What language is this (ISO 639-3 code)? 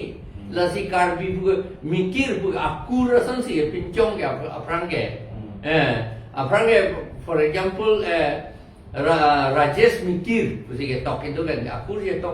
mjw